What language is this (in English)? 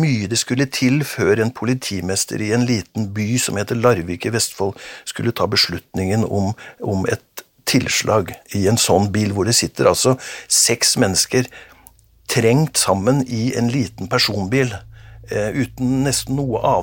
Norwegian